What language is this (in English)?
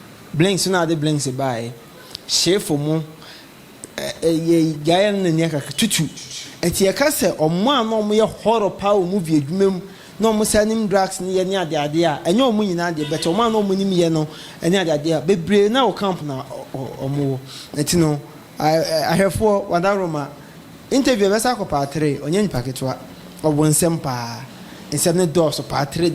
Akan